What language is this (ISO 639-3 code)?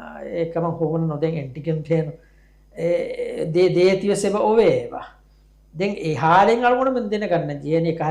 div